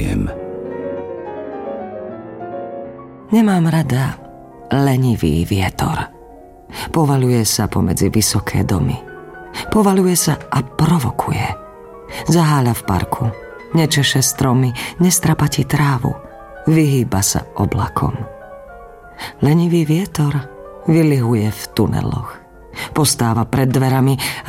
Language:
Slovak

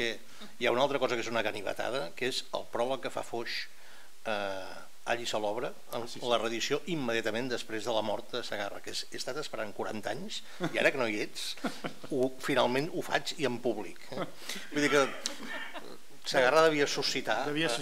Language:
Catalan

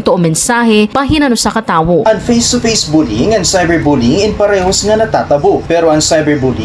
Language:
Waray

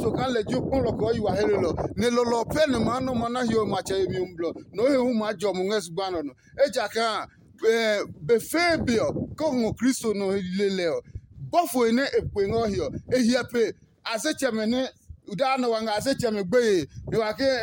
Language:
Adangme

